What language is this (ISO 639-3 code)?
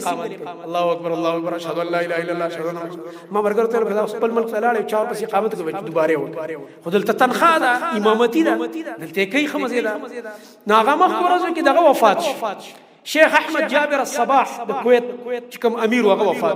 pus